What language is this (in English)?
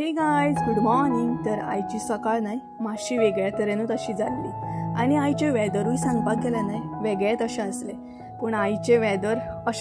Konkani